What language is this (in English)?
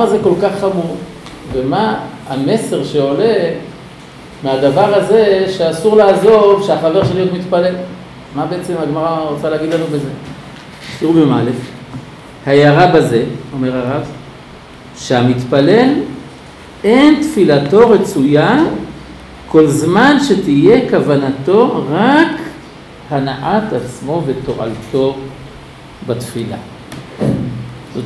Hebrew